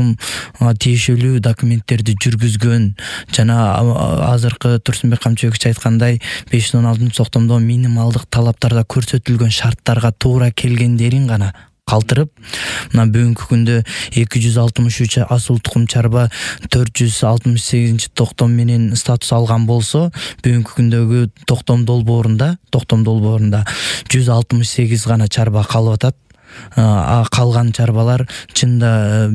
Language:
Kyrgyz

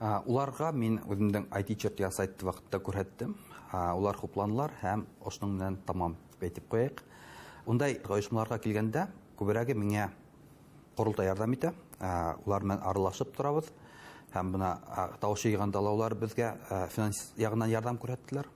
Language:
Bashkir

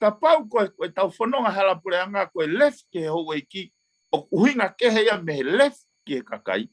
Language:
Tongan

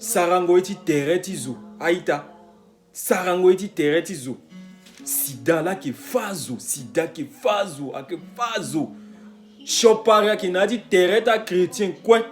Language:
Sango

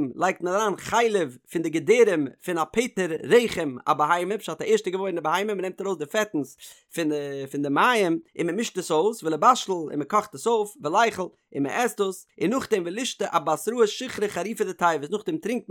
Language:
Yiddish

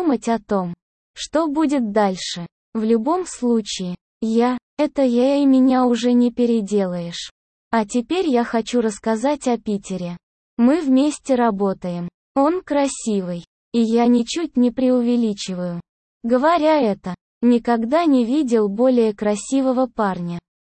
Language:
Russian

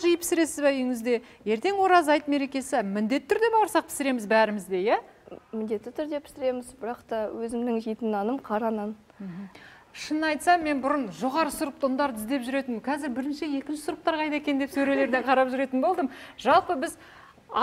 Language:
Kazakh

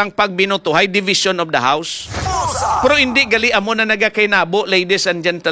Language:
Hiligaynon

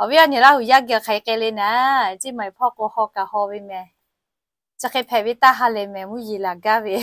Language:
Lahu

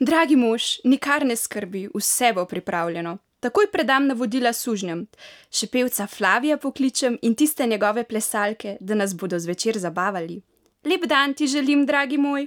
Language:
Slovenian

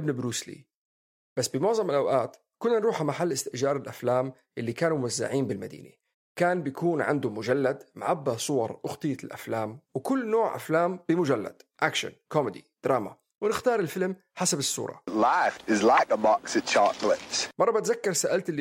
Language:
North Levantine Arabic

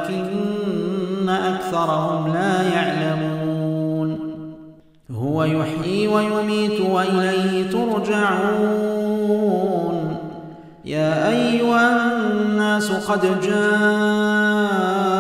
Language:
Arabic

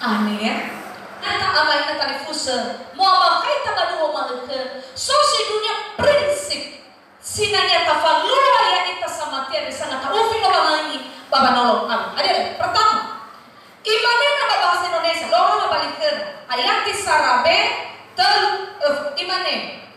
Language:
Nias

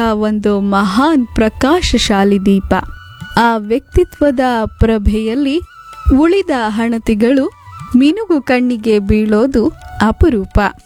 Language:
Kannada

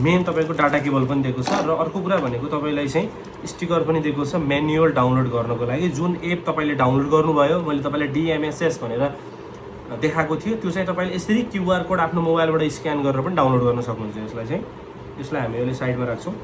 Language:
Nepali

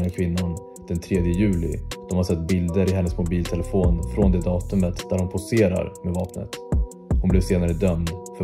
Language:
Swedish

